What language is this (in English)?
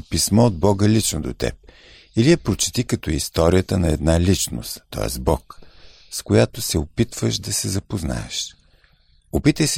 Bulgarian